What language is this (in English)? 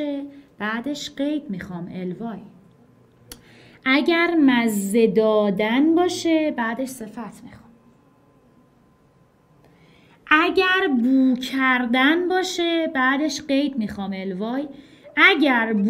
Persian